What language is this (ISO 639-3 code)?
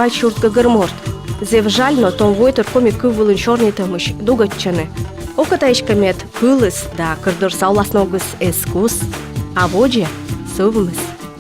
kom